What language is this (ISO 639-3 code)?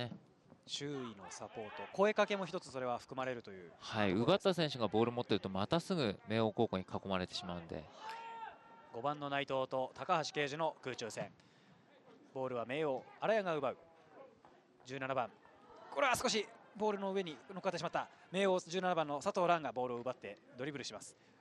jpn